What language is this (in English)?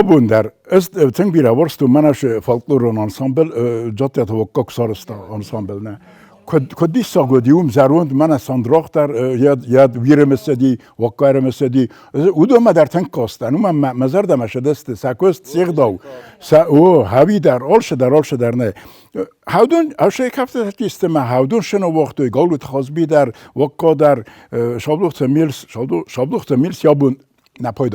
Ossetic